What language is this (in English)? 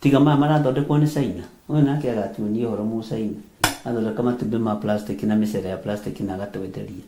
Kikuyu